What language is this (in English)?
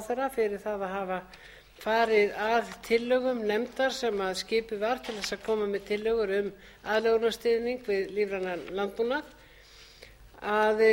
Icelandic